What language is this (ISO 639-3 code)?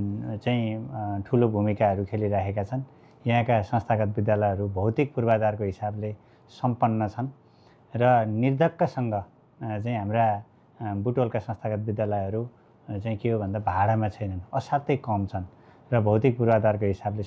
nep